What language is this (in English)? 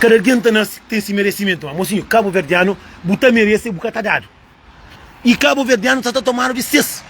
Kabuverdianu